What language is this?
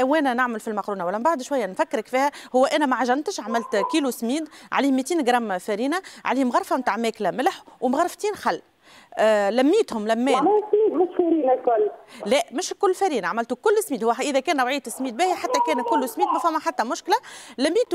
Tunisian Arabic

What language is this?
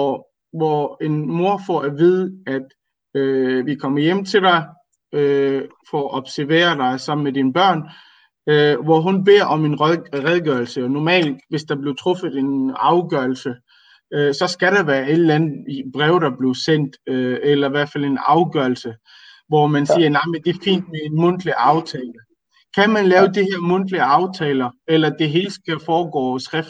Danish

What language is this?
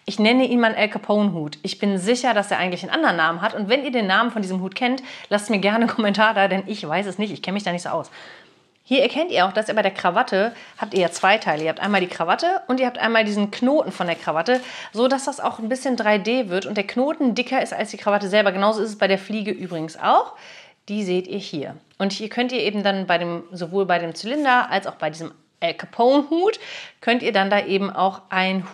German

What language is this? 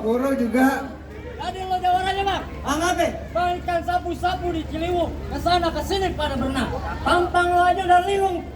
Betawi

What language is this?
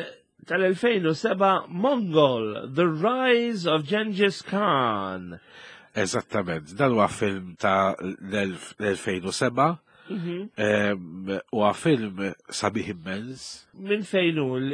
Maltese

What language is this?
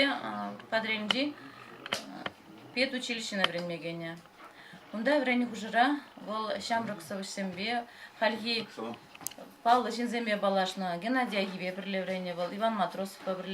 Chuvash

